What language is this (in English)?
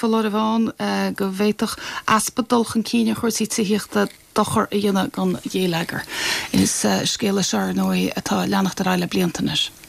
Irish